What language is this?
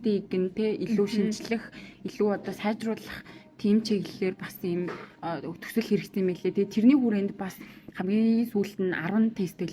Mongolian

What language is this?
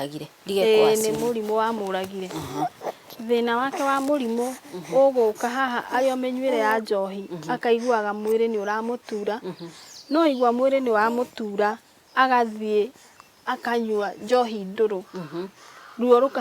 Kikuyu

